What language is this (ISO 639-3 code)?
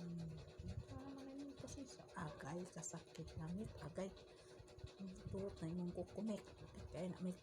ceb